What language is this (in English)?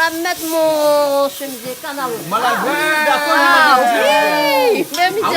Réunion Creole French